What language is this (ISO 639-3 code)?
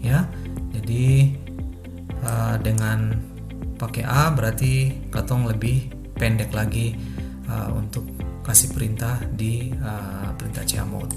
abs